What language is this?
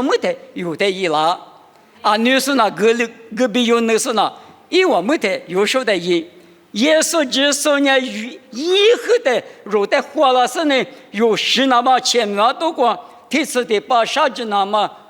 Lisu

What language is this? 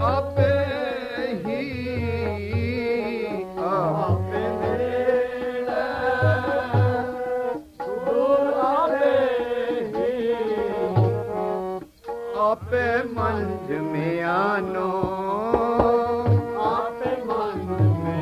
Punjabi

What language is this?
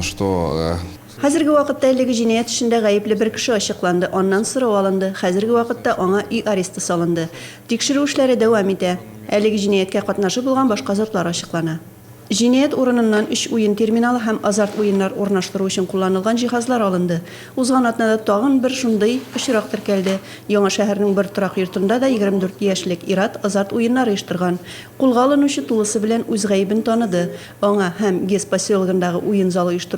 Tatar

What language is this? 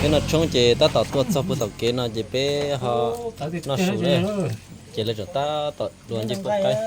Hmong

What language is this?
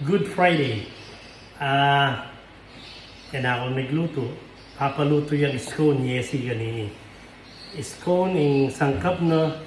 Pampanga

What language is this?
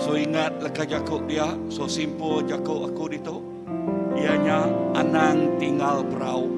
Iban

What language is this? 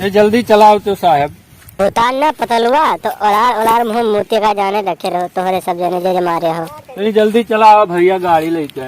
Awadhi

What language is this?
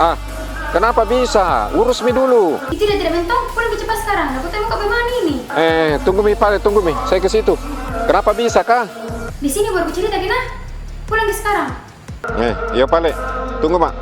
Makassar Malay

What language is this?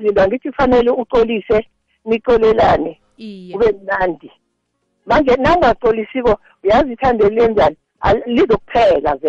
South Ndebele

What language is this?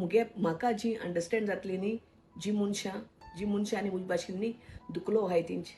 Konkani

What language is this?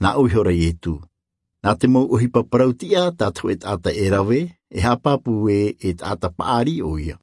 Tahitian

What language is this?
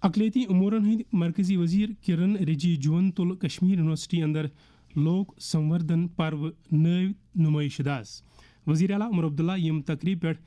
Kashmiri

